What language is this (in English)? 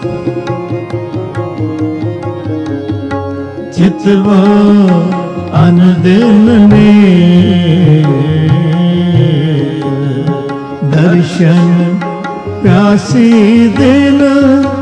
Punjabi